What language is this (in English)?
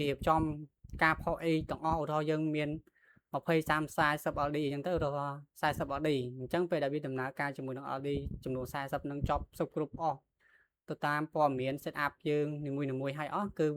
Khmer